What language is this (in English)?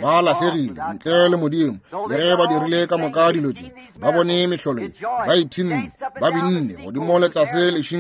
Northern Sotho